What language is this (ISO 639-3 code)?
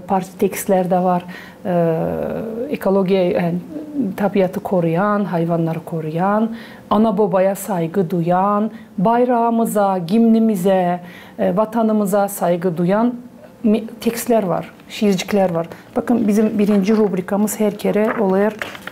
gag